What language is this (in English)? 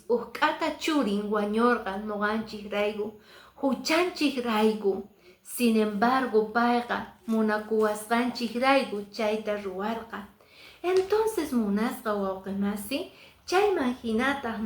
Quechua